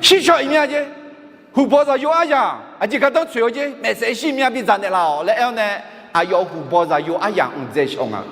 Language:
Akha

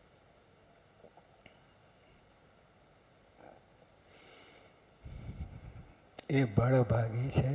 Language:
Gujarati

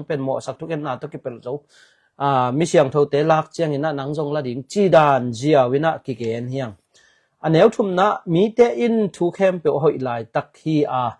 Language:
Tedim Chin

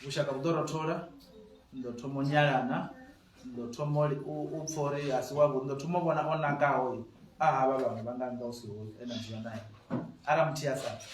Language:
Venda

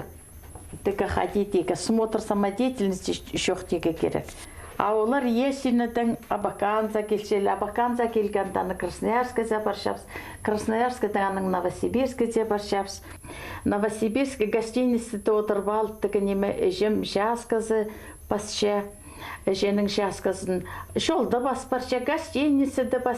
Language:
Khakas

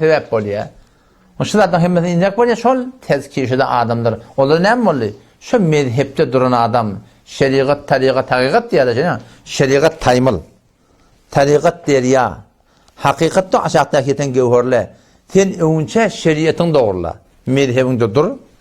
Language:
Turkmen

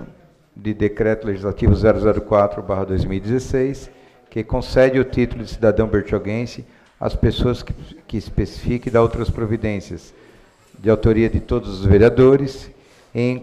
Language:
Portuguese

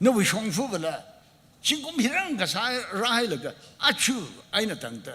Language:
Tangkhul Naga (India)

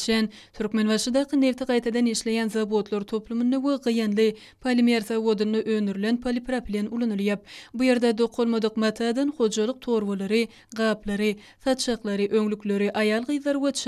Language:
Turkmen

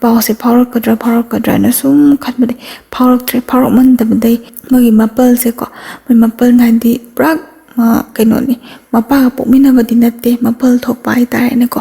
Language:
Manipuri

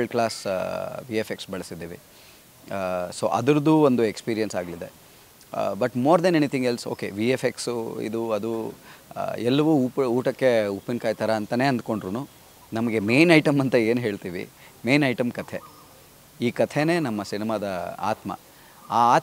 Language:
Kannada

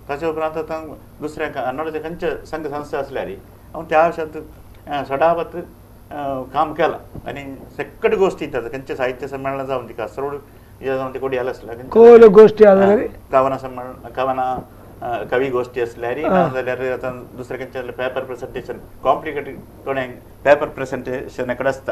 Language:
Konkani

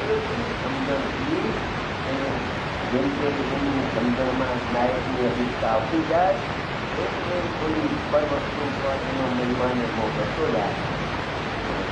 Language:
Gujarati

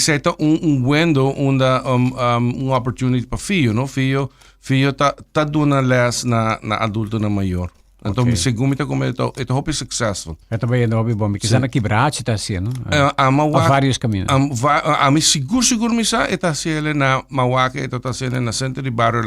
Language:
Papiamento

